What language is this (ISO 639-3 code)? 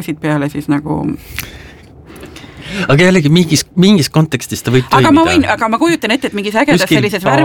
est